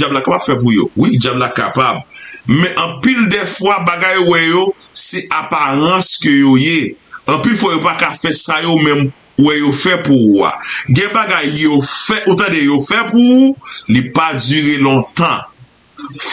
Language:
Haitian Creole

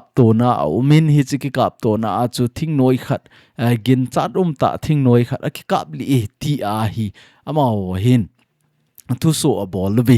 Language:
Thado Chin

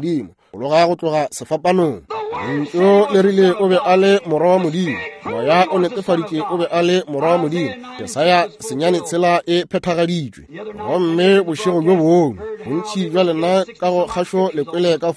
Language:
Northern Sotho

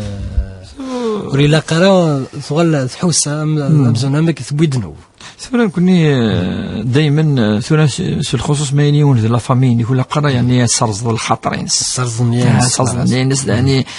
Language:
Kabyle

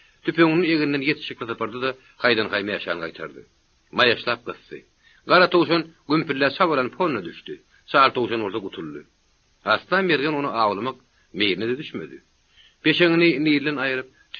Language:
Turkmen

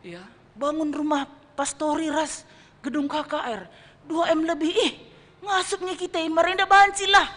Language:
Batak Karo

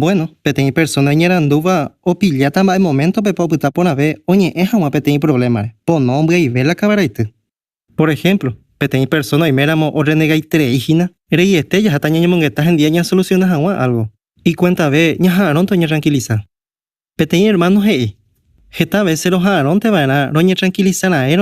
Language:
Guarani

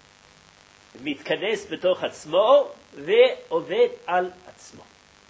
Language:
Hebrew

